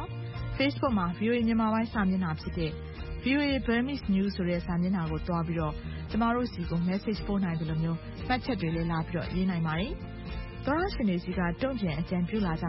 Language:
Burmese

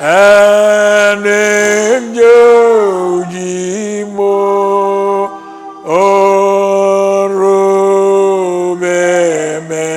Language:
Marshallese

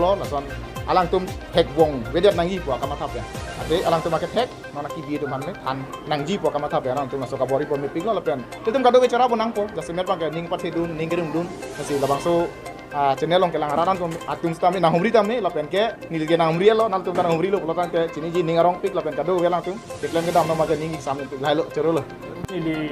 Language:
Karbi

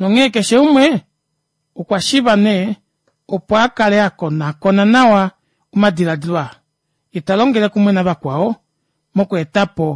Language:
Kuanyama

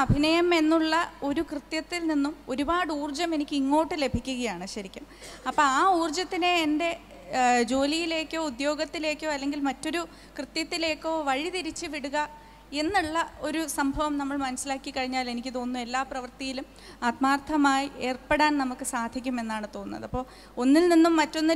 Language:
Malayalam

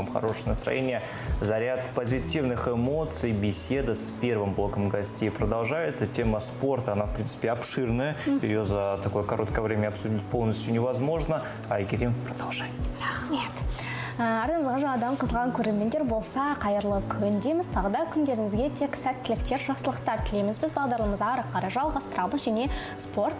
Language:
Kazakh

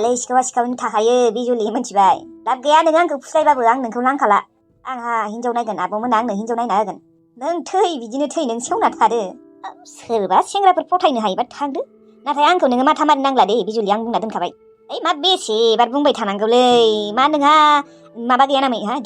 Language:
Bodo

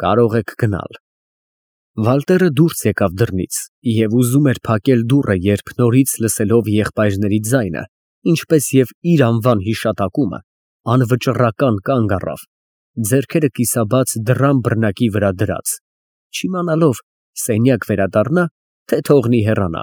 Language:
Armenian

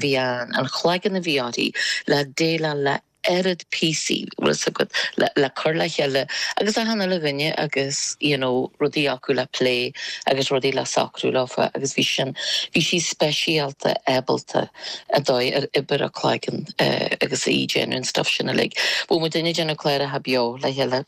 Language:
Irish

